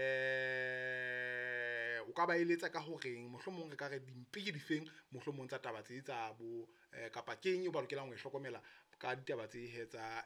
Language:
Southern Sotho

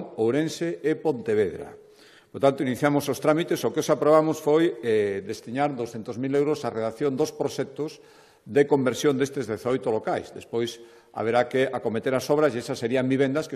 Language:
Galician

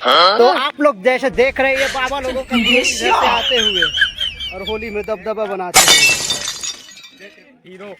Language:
Chhattisgarhi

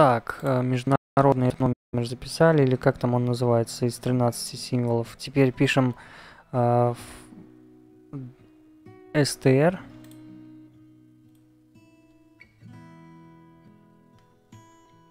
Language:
Russian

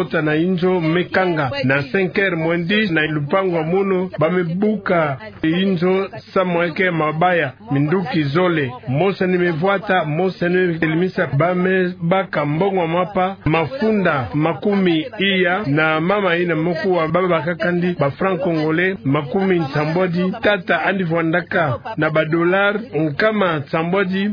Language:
Kituba (Democratic Republic of Congo)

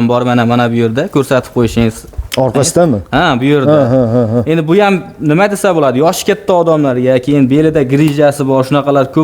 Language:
Uzbek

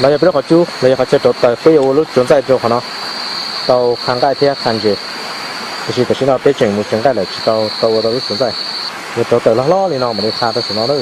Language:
Hmong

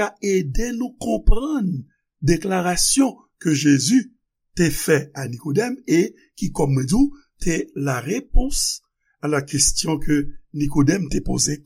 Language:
Haitian Creole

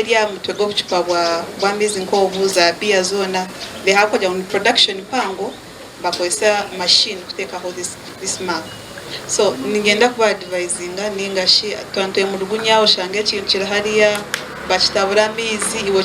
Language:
Nyankole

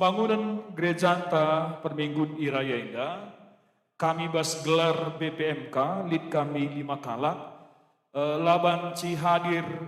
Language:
Batak Karo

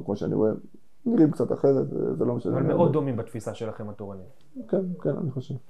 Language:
Hebrew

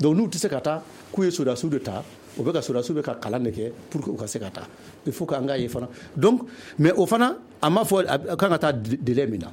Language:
Bambara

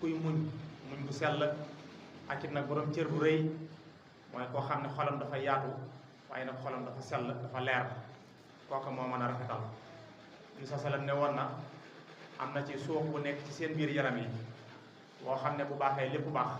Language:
Wolof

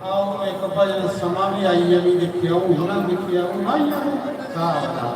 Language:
Dogri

